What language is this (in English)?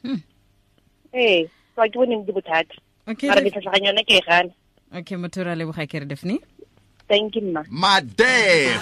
Tswana